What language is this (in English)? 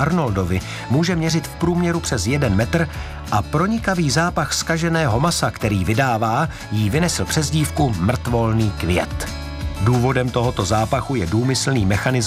Czech